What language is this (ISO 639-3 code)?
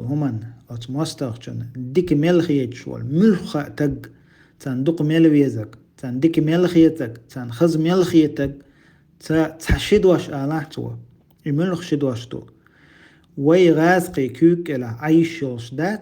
che